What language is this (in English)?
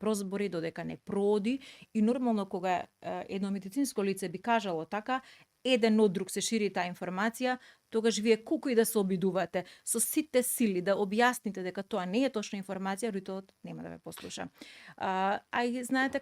Macedonian